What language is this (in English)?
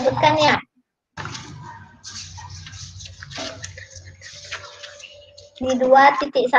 Indonesian